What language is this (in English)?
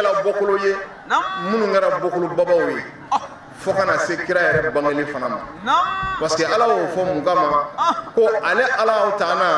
Bambara